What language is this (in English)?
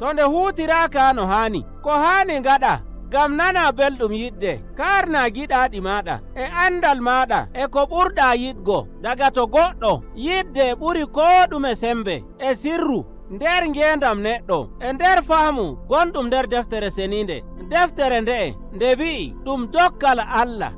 Nigerian Fulfulde